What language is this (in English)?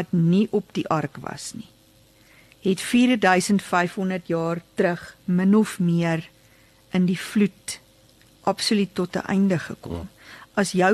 Afrikaans